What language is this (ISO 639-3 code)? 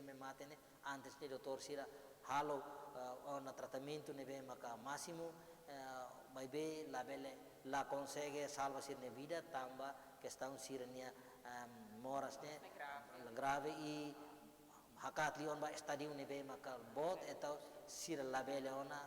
tet